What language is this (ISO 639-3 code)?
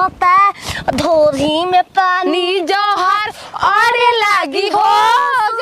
bho